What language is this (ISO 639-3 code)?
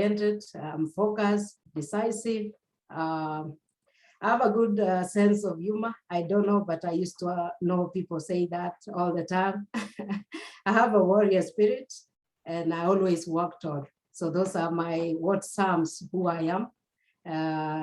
kln